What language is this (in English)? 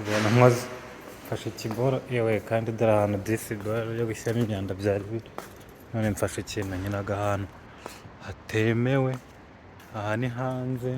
Kinyarwanda